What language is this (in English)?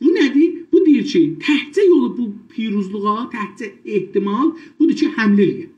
South Azerbaijani